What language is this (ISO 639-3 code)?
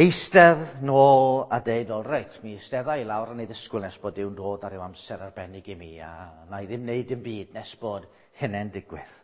cym